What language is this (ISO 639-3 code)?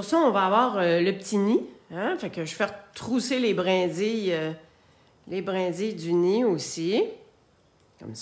fra